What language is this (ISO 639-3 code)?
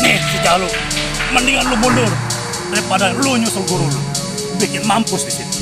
bew